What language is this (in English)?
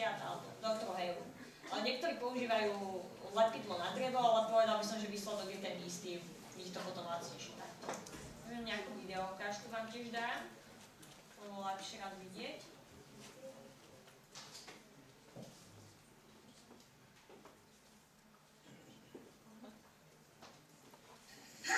Slovak